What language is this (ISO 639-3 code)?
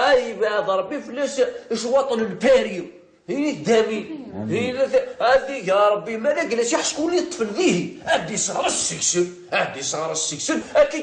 kab